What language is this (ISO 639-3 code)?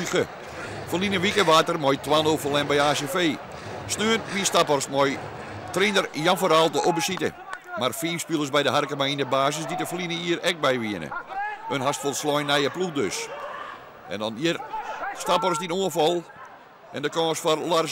fry